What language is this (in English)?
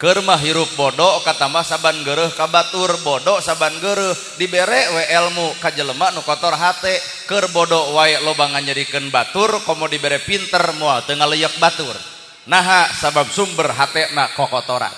Sundanese